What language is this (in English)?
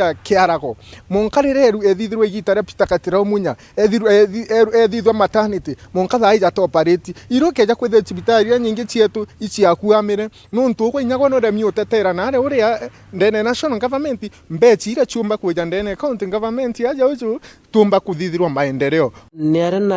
Meru